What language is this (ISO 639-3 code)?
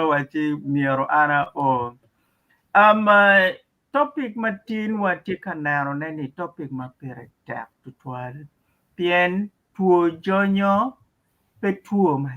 ach